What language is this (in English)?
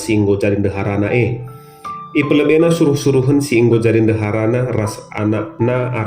Batak Karo